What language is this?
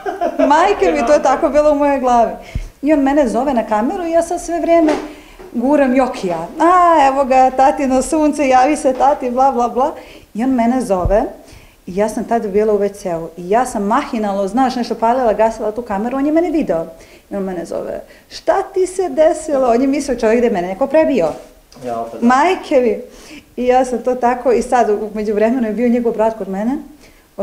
Serbian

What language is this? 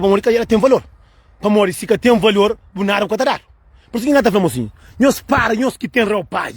Kabuverdianu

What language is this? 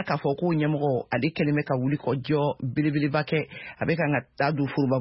Bambara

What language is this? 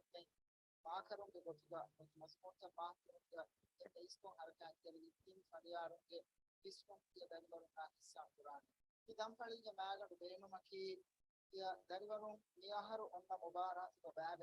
Divehi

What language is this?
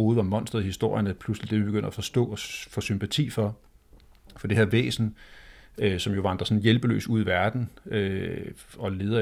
Danish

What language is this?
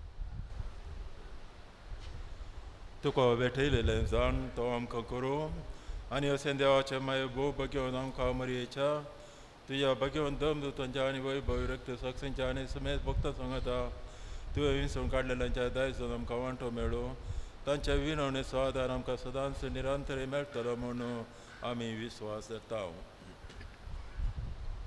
Konkani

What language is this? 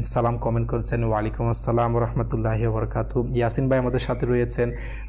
Bangla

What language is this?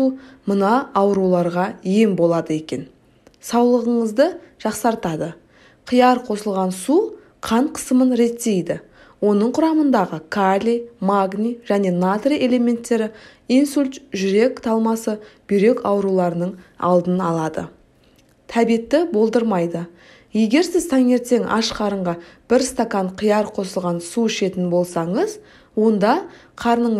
Kazakh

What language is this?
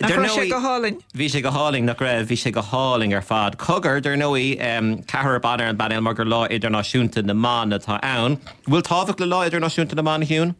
Irish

